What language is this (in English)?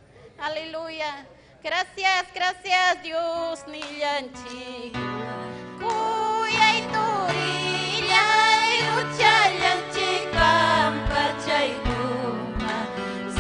Ayacucho Quechua